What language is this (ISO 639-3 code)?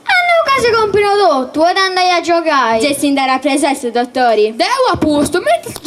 srd